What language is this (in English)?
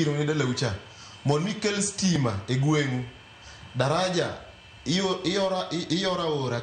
Luo (Kenya and Tanzania)